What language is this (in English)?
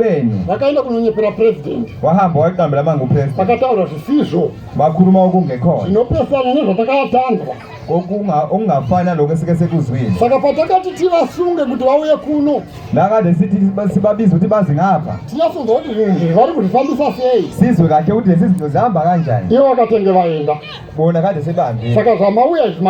Shona